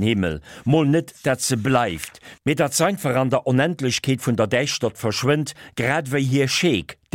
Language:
Luxembourgish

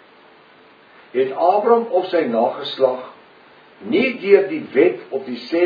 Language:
Afrikaans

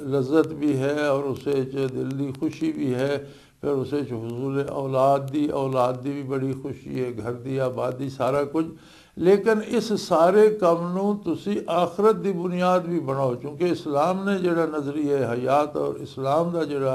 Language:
Western Panjabi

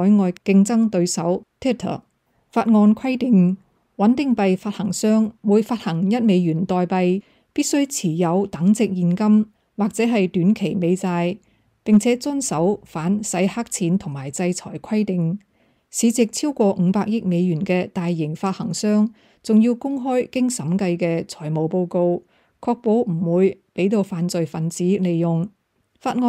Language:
Cantonese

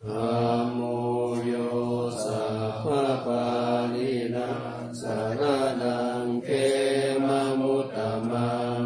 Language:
Pali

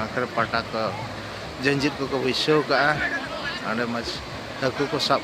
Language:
Santali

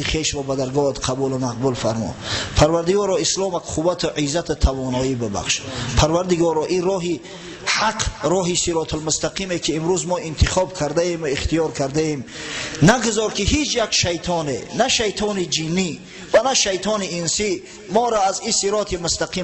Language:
Tajik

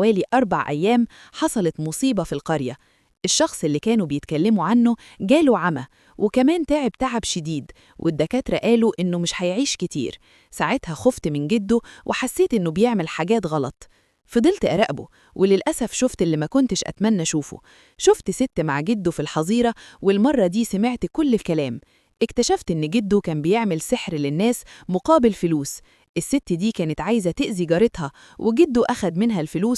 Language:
Egyptian Arabic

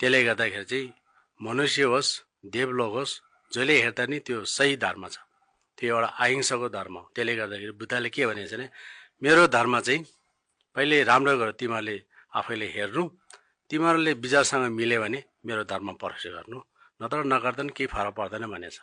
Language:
Nepali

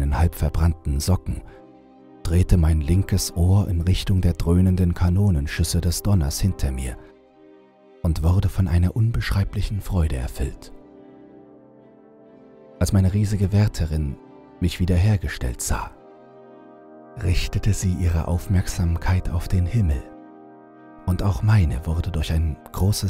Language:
German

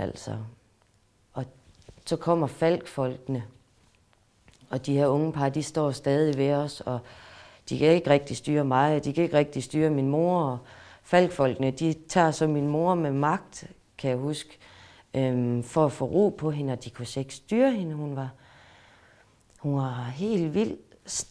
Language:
Danish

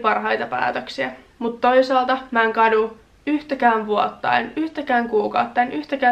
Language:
Finnish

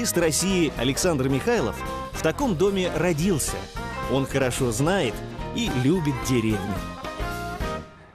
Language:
Russian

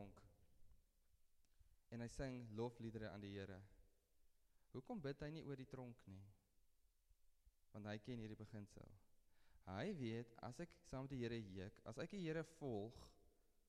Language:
Afrikaans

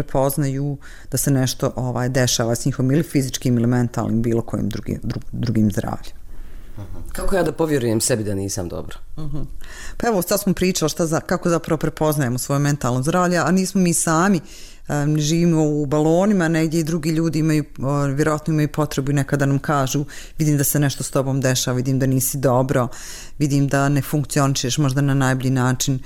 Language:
Bosnian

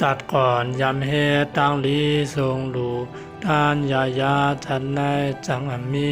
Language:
Shan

